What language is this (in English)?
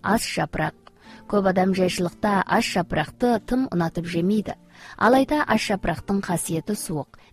Kazakh